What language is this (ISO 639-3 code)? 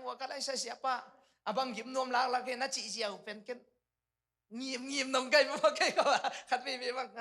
ctd